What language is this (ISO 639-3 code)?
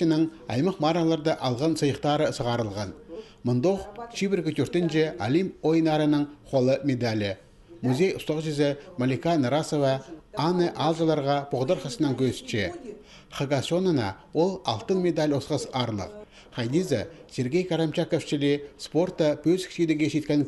kjh